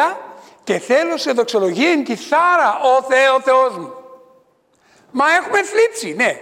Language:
Greek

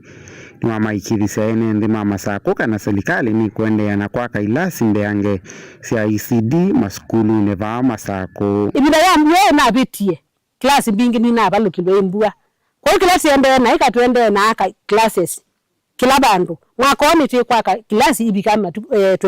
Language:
Kamba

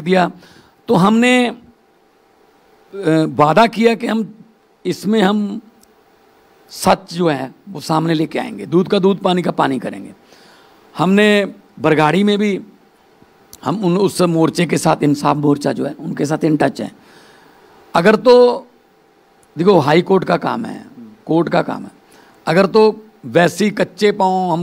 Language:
Hindi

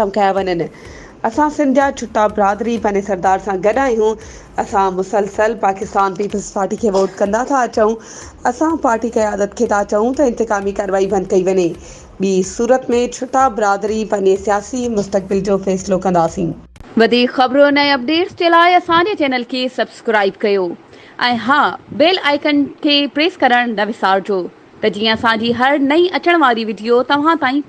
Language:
Sindhi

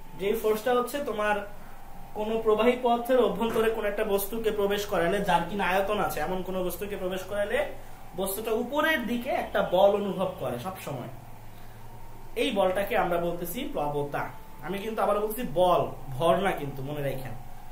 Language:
Bangla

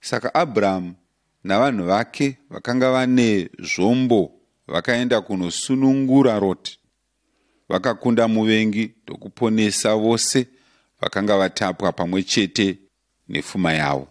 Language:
Shona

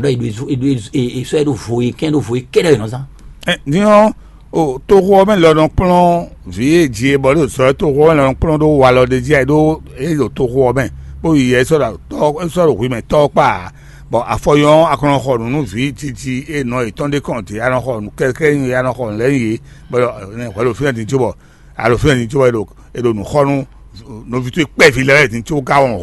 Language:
Fon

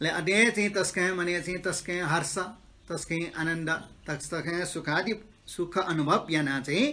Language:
Newari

